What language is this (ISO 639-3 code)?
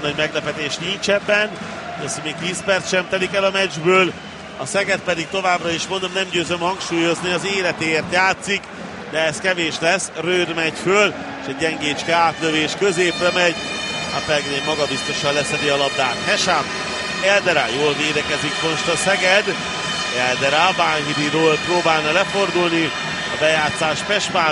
hun